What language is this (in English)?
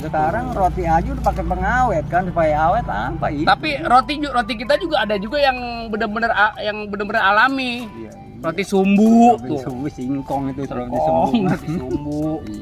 Betawi